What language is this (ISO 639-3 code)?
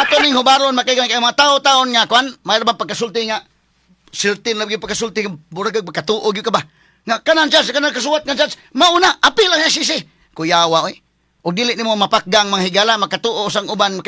ceb